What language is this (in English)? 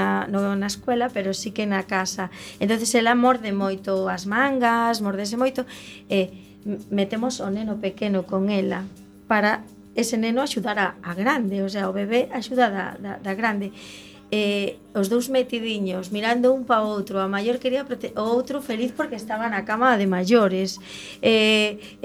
Galician